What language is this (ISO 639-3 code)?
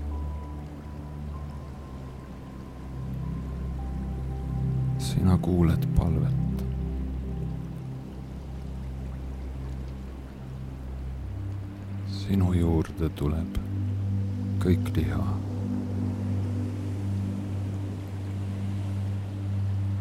est